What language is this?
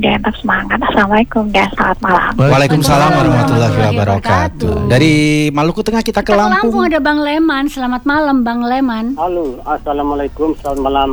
Indonesian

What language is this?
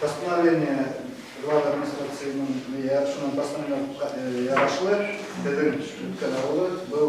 Bashkir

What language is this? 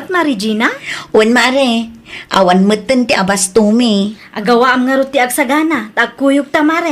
Iloko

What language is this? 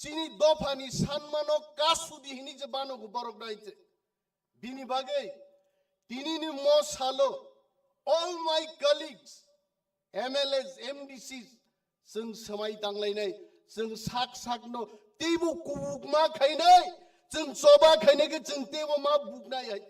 Kok Borok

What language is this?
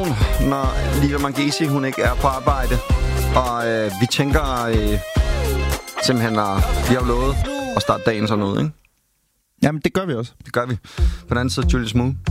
Danish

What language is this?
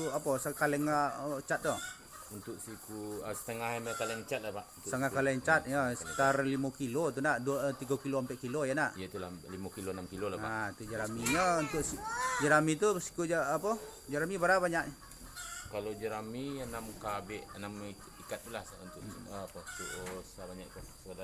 Minangkabau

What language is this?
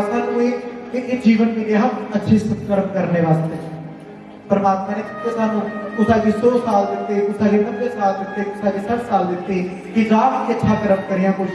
Dogri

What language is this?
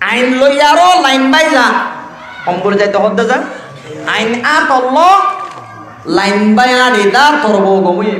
Rohingya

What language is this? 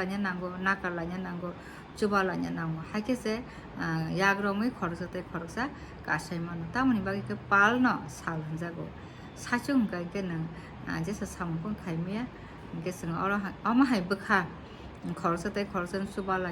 Kok Borok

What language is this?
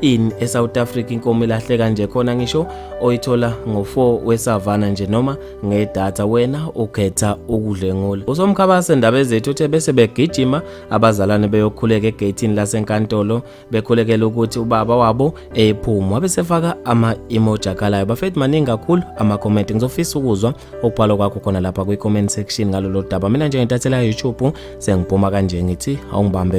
Zulu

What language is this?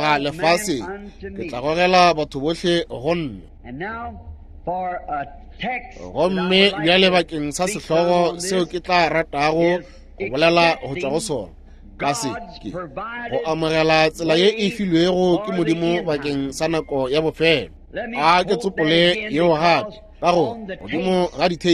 Northern Sotho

